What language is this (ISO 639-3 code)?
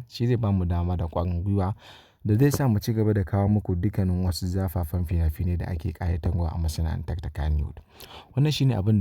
hau